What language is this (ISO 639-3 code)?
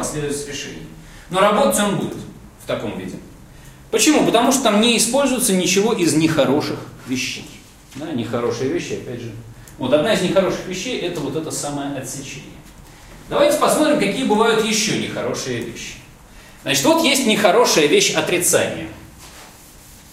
rus